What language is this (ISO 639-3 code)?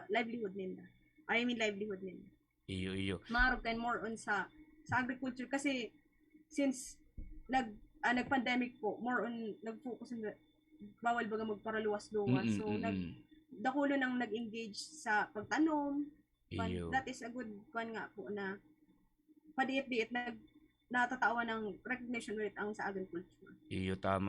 bik